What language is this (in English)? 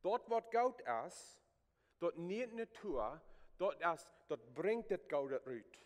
Plautdietsch